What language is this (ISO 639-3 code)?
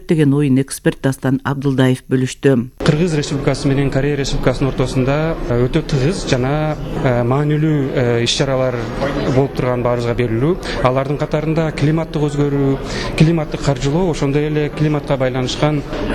kir